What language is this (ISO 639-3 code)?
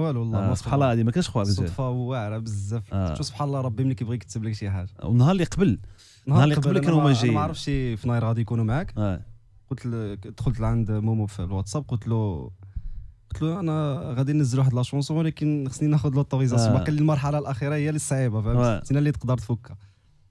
ary